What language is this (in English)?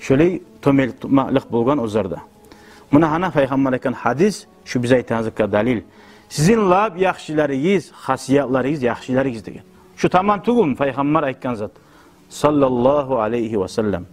Kumyk